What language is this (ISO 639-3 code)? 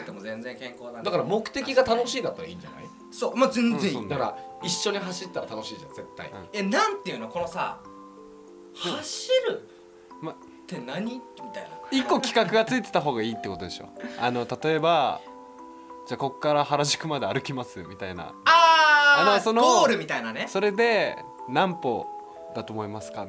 jpn